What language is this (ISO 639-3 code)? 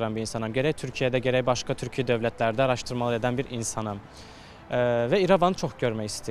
aze